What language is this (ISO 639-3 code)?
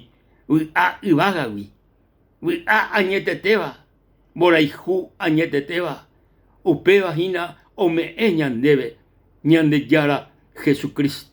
grn